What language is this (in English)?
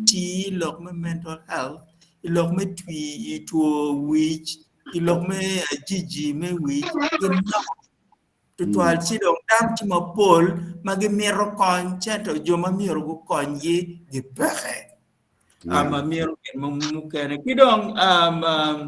Acoli